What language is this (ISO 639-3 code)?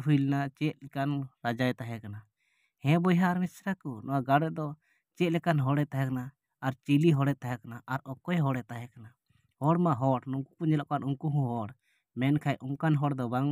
sat